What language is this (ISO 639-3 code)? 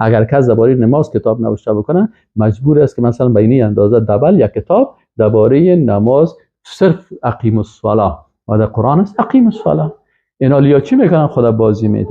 fas